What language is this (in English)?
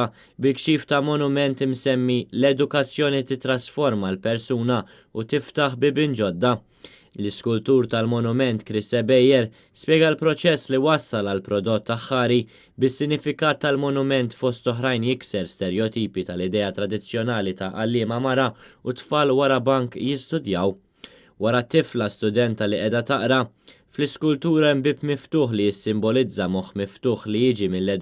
Maltese